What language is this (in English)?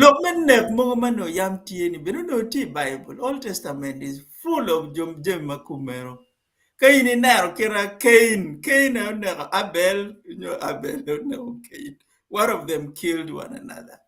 Acoli